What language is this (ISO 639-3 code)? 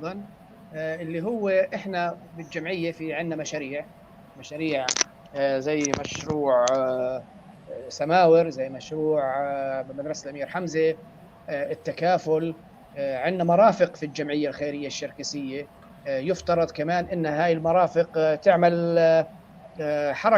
apc